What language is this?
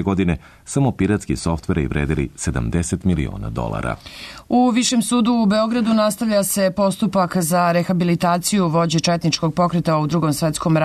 Serbian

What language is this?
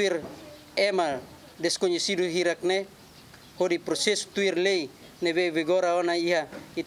Tetum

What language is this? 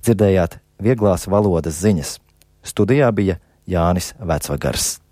Latvian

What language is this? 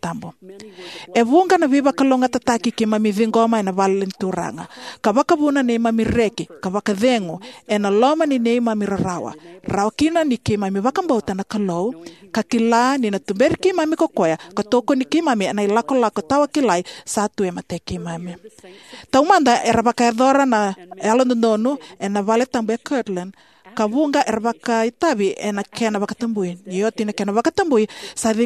Fijian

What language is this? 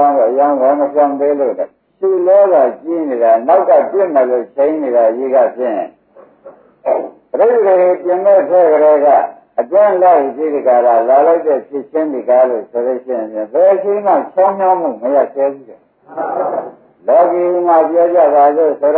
Burmese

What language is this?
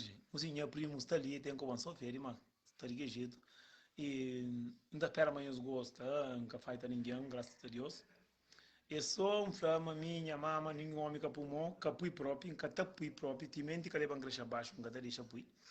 Kabuverdianu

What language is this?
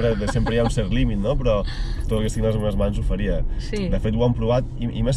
Catalan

